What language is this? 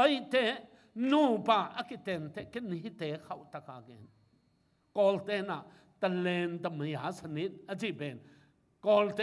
Tedim Chin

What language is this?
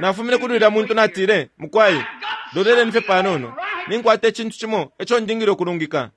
Bemba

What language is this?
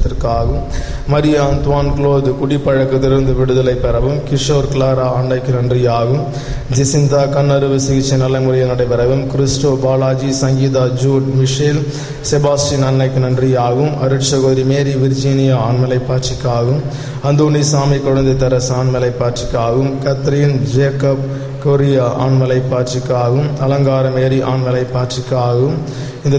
Tamil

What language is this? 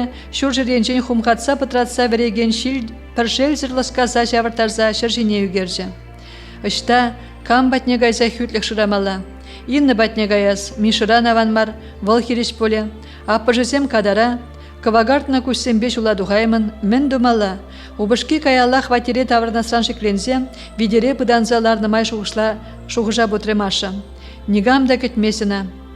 Chuvash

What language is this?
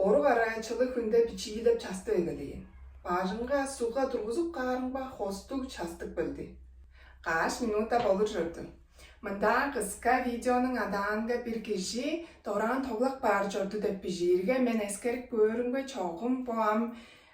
Tuvinian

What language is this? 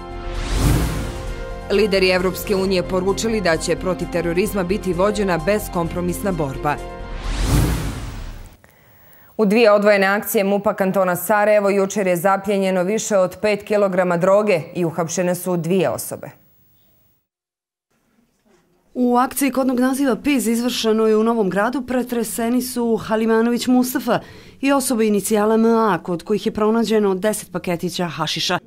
Bosnian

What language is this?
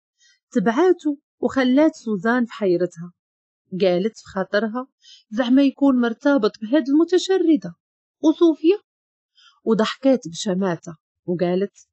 Moroccan Arabic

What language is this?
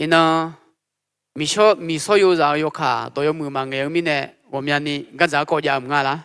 Akha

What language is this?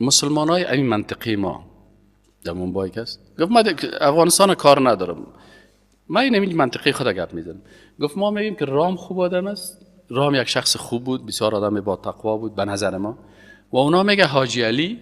Persian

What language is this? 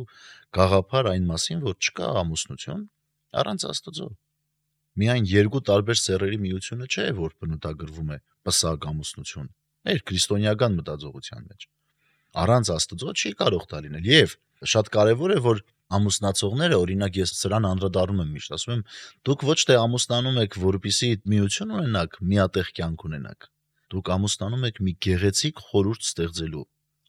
Armenian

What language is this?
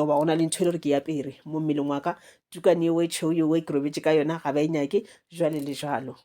Northern Sotho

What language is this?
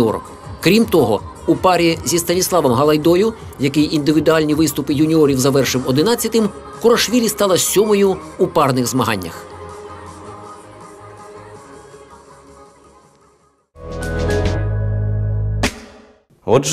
Ukrainian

